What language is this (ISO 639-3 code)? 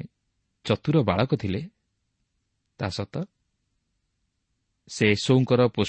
ori